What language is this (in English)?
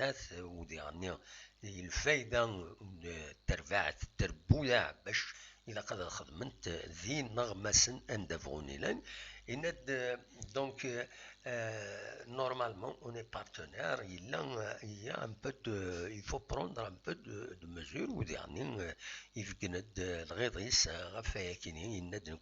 Kabyle